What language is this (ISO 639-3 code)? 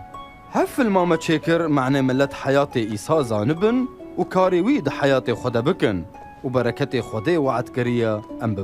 kur